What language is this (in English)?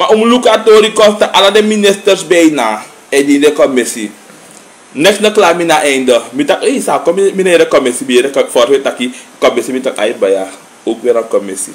Sranan Tongo